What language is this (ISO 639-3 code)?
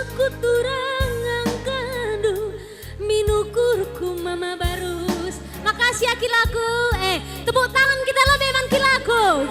btx